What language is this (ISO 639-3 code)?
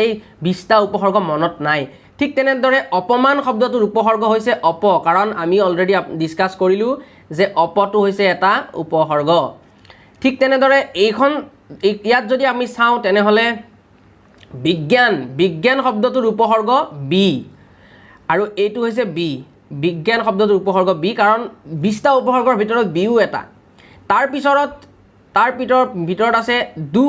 asm